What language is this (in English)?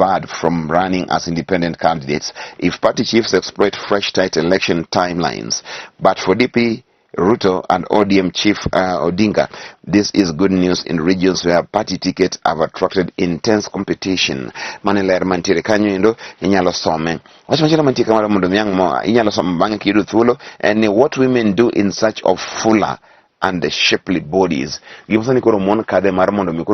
Luo (Kenya and Tanzania)